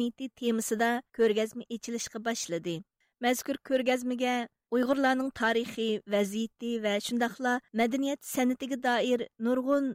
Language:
Uyghur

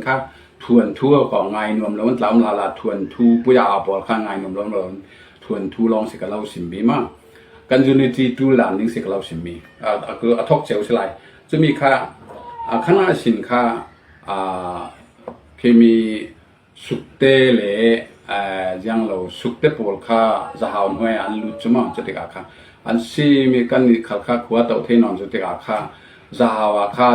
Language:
Falam Chin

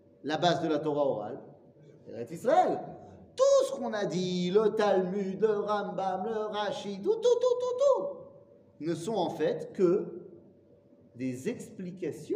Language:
French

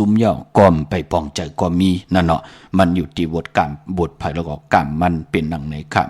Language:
Shan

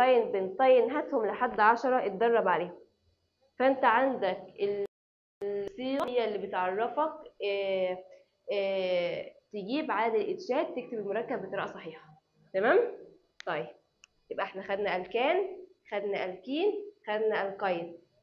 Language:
Egyptian Arabic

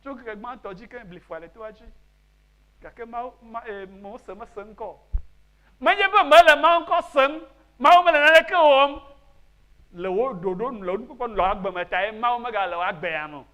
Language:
Ewe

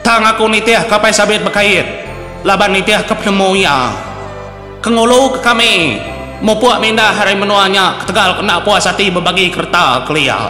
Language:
Iban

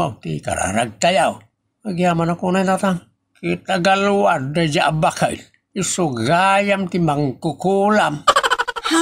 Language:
Iloko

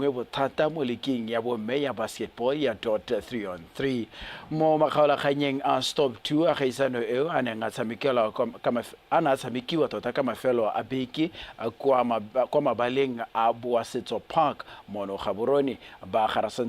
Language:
Tswana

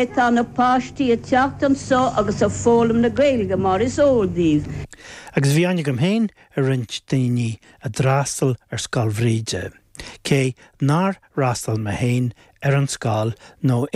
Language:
Irish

